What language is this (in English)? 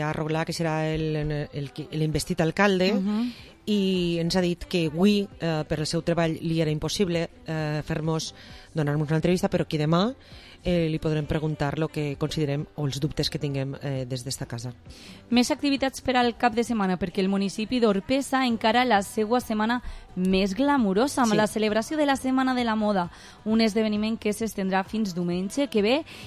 Catalan